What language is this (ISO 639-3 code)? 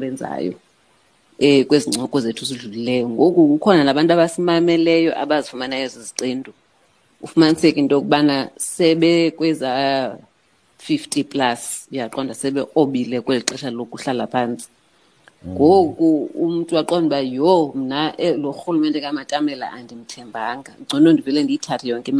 xho